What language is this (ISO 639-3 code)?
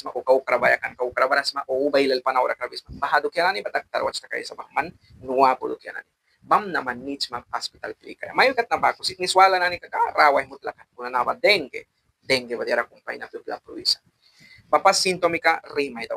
miq